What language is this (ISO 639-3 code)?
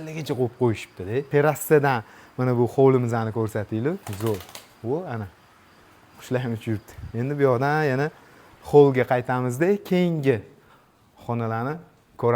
uzb